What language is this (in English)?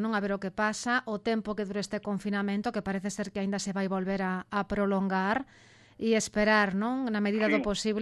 Galician